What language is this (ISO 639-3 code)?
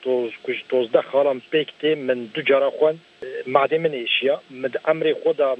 kur